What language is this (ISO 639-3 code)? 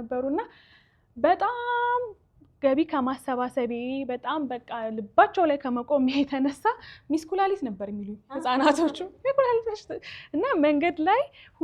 amh